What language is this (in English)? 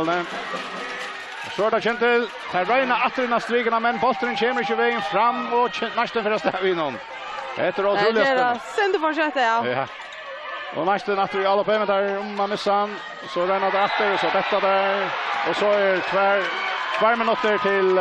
Faroese